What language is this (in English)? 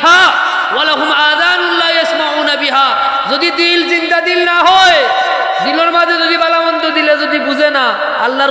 Sylheti